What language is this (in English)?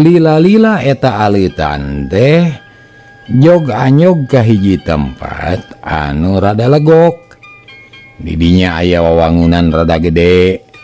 Sundanese